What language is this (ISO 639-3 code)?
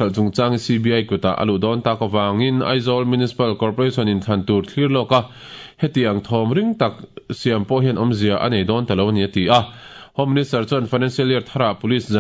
lus